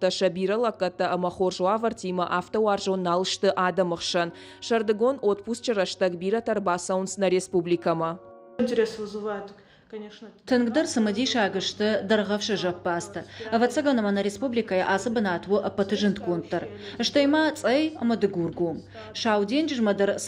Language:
Ossetic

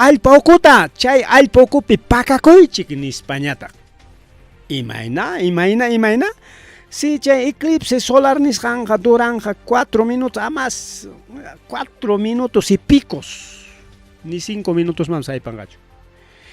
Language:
Ayacucho Quechua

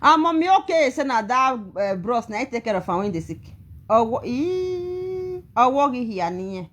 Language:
Nigerian Pidgin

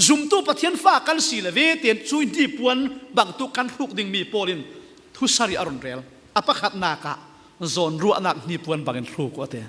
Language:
Falam Chin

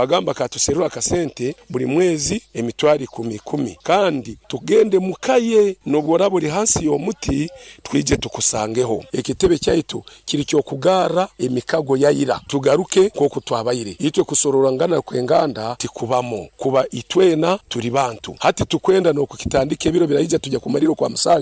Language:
Nyankole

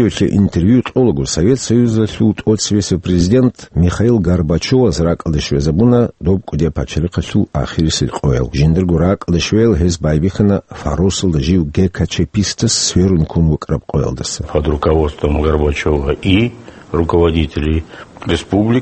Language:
Avaric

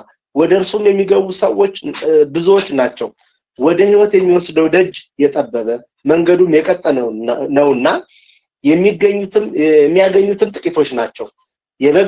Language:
Amharic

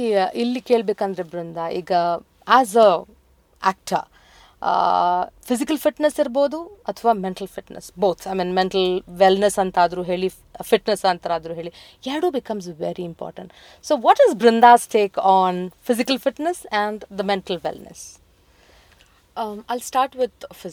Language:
Kannada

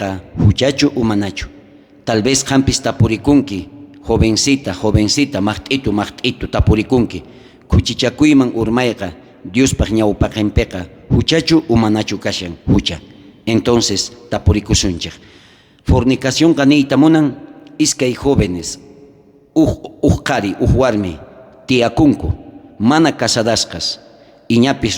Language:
South Bolivian Quechua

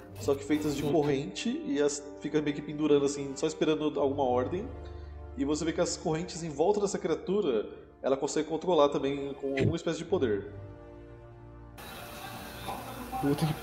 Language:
Portuguese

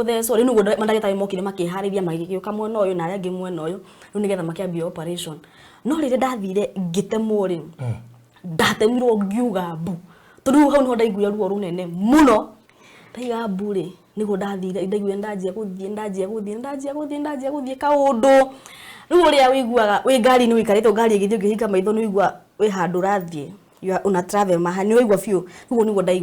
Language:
Kikuyu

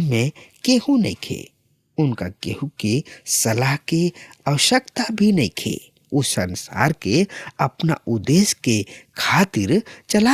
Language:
Bhojpuri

